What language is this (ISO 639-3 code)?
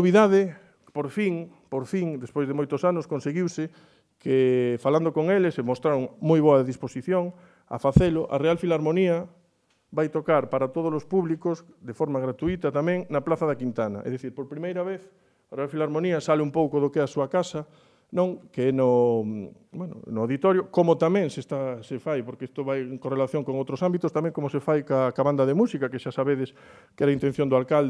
glg